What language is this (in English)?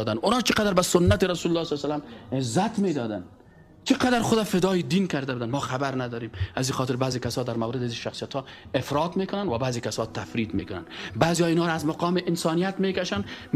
Persian